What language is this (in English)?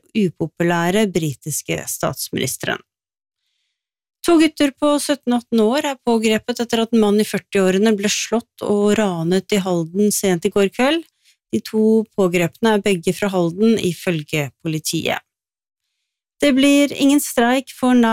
Norwegian